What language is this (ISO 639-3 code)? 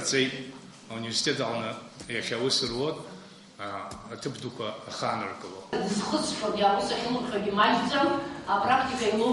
abk